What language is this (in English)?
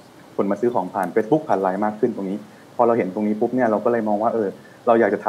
Thai